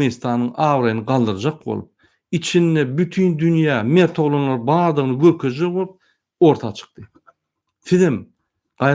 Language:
Turkmen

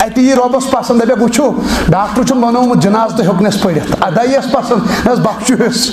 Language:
Kashmiri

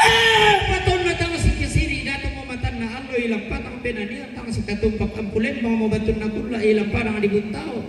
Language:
Toraja-Sa'dan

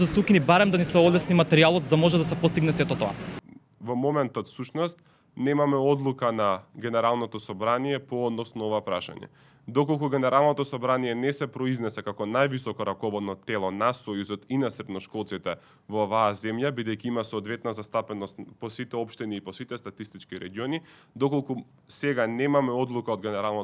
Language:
Macedonian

